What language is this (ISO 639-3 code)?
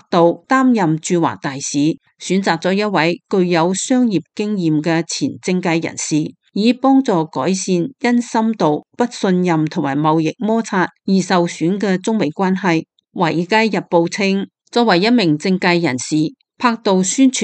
yue